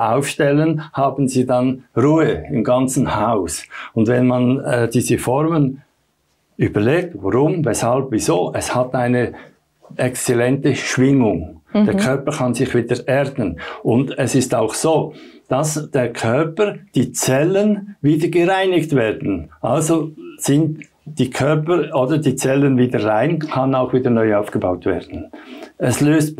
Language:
German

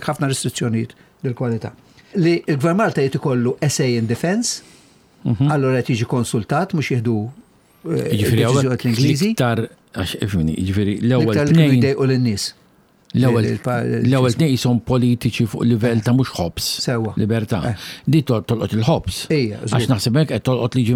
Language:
Maltese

